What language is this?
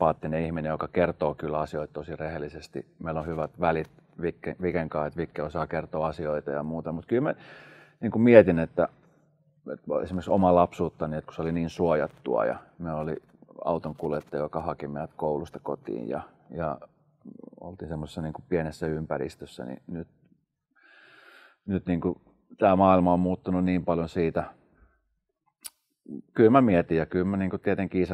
Finnish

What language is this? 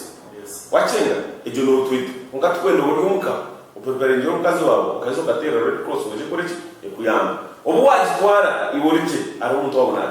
Nyankole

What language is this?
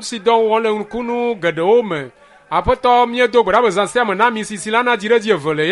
Ewe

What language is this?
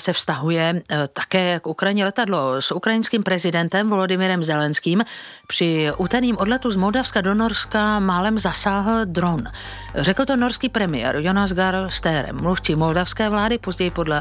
Czech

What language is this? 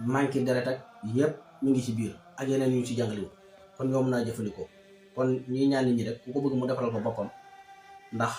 Wolof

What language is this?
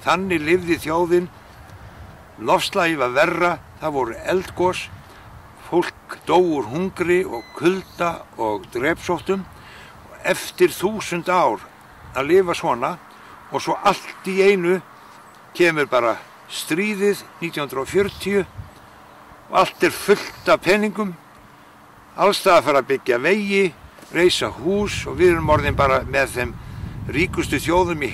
Icelandic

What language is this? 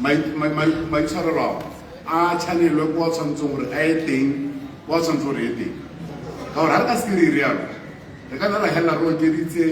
Tswana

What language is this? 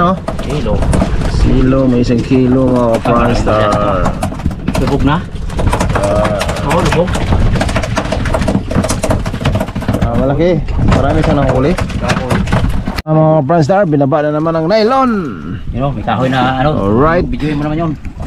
Filipino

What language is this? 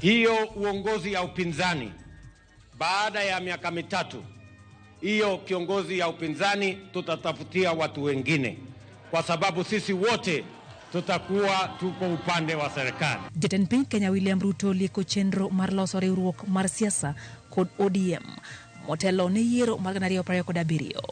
Luo (Kenya and Tanzania)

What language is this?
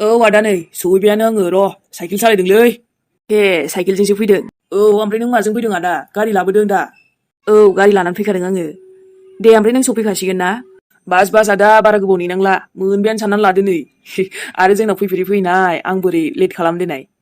Bodo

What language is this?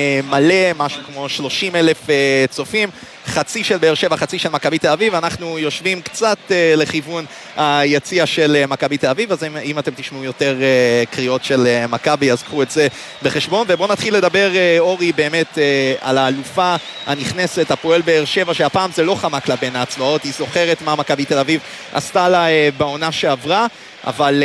Hebrew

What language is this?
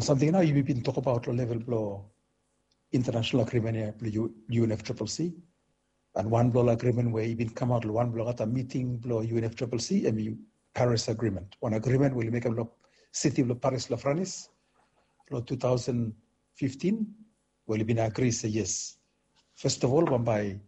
Bislama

